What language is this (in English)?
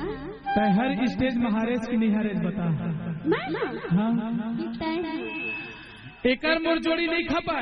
Chhattisgarhi